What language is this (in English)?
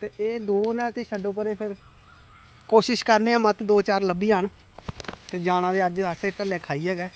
Dogri